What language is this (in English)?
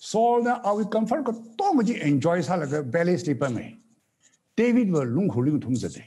Tangkhul Naga (India)